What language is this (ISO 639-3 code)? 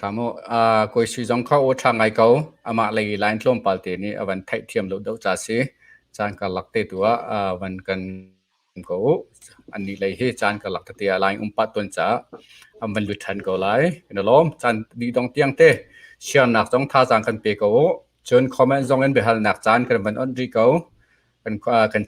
cnh